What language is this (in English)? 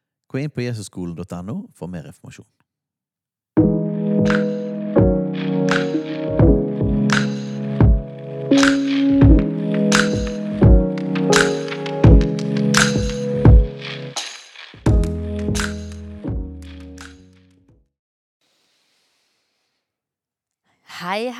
Norwegian